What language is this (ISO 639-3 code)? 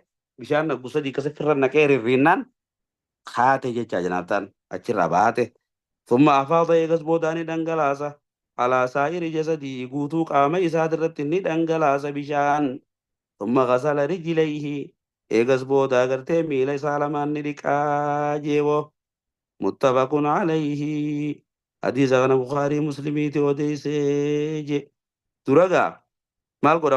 orm